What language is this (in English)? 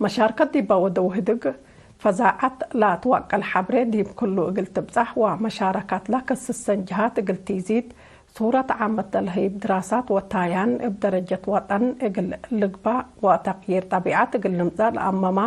Tigre